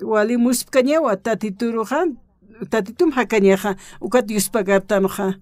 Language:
Aymara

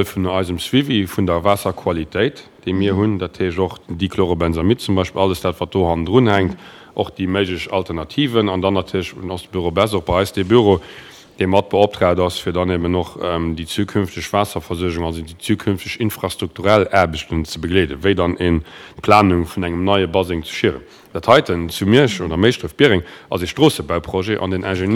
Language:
Luxembourgish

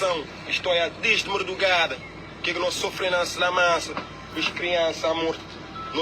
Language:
Kabuverdianu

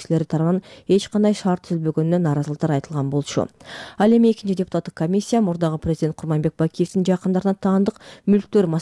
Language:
Kyrgyz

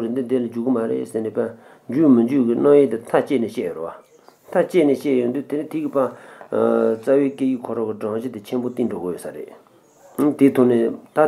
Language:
Tibetan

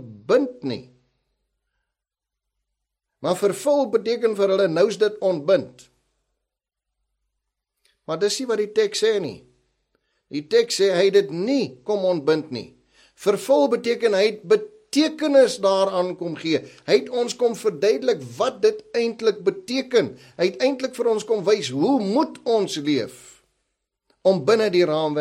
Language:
Afrikaans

